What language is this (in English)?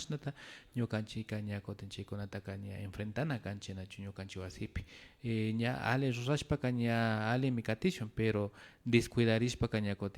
Imbabura Highland Quichua